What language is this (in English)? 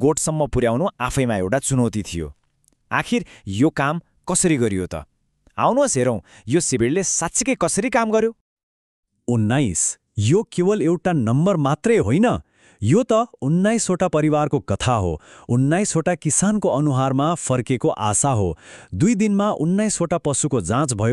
Nepali